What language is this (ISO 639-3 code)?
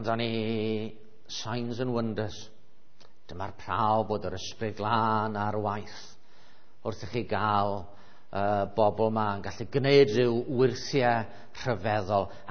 cym